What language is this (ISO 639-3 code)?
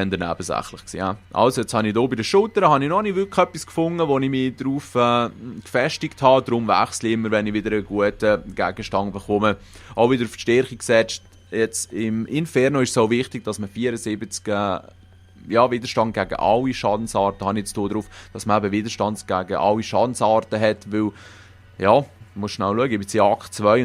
gsw